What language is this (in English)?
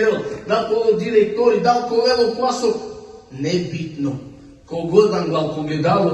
Balkan Romani